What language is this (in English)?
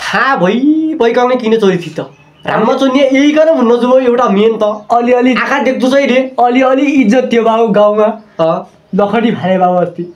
Nepali